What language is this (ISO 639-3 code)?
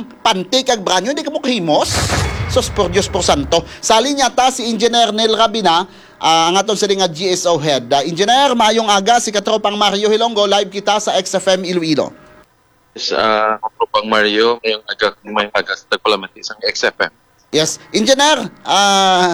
hil